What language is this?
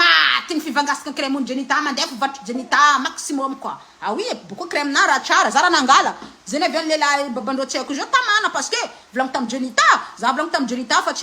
Malagasy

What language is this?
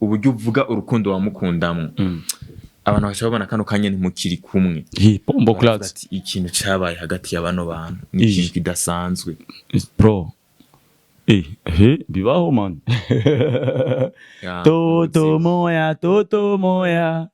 Rundi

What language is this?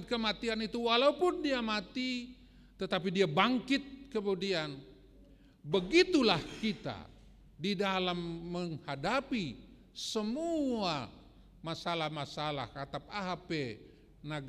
Batak Simalungun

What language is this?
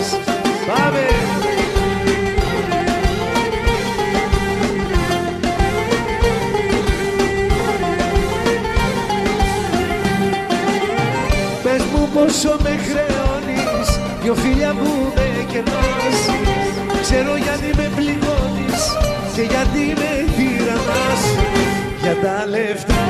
Greek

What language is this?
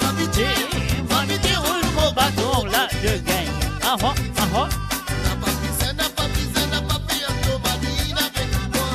Morisyen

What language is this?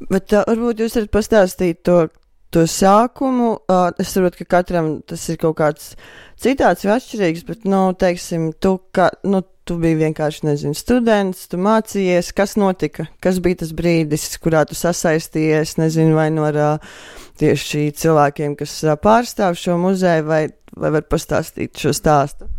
Latvian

